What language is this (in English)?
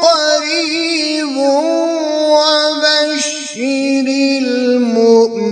Kashmiri